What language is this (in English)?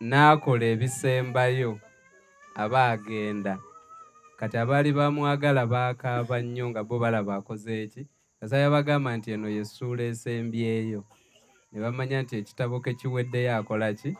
Ganda